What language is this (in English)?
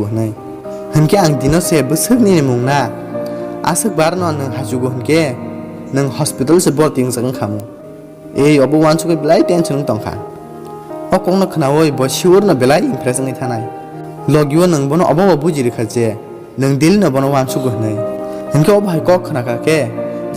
Kok Borok